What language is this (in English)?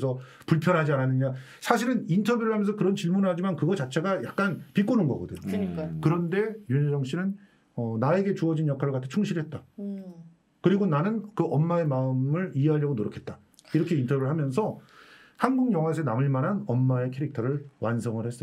Korean